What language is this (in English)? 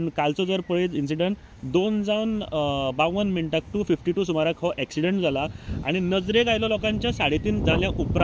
Konkani